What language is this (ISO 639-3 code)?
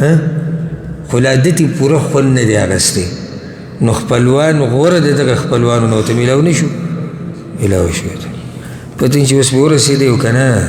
pus